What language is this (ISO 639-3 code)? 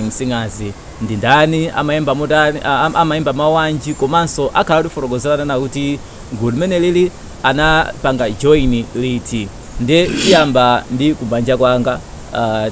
nya